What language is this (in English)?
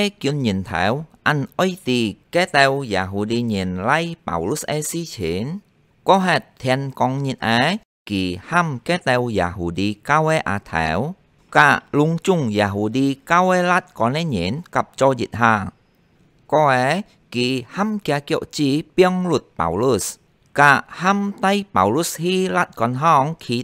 Hakka Chinese